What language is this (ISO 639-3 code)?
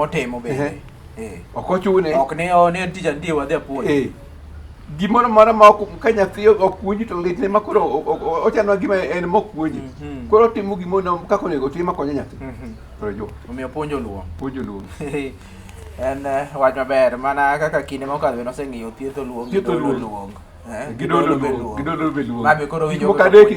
luo